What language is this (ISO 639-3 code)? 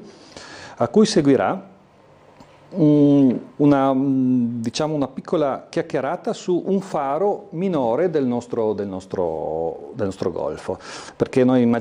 ita